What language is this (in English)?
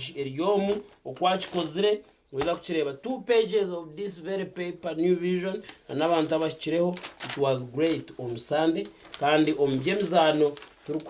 Nyankole